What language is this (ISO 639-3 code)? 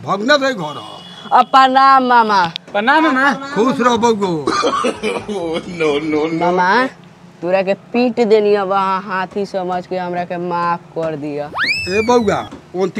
bho